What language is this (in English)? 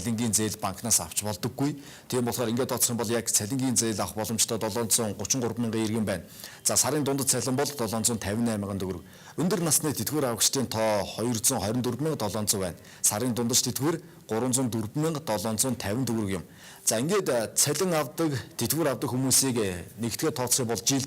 Mongolian